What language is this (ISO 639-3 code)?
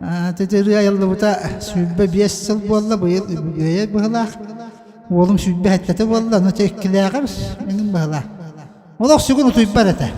sah